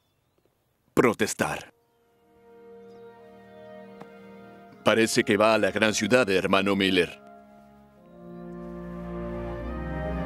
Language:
Spanish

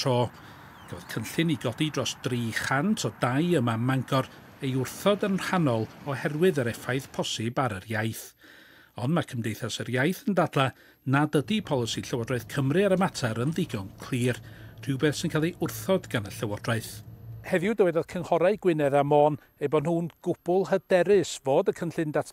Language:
Welsh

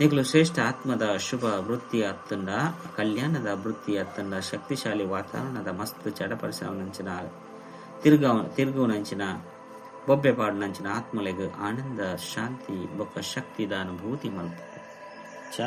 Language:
Tulu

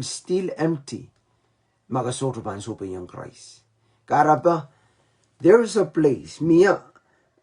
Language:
Pohnpeian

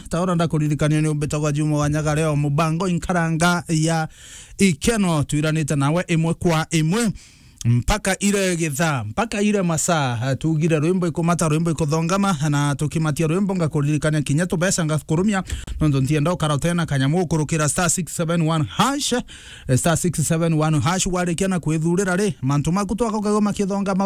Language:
Meru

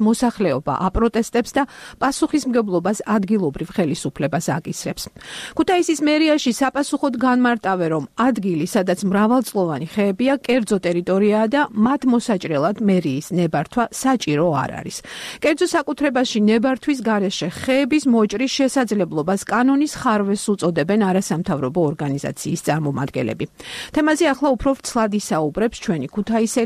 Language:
Georgian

